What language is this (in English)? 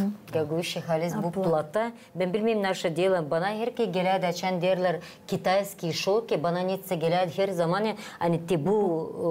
Gagauz